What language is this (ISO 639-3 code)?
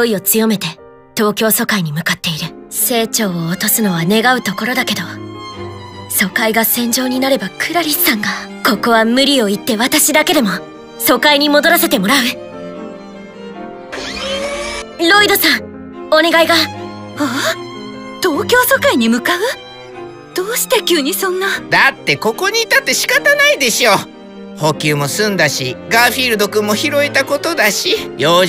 jpn